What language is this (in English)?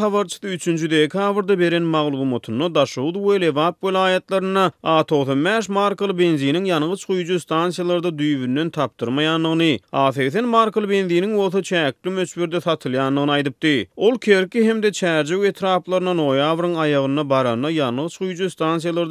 Turkmen